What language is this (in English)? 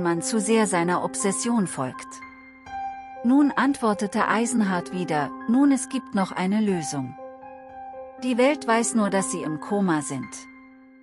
German